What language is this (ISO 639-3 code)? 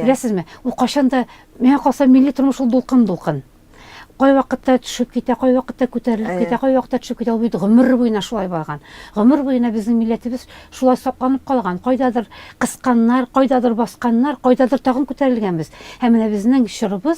tat